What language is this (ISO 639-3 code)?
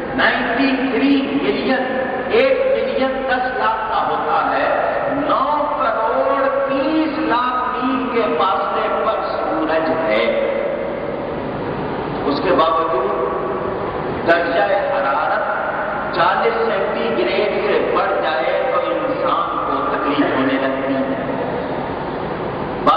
urd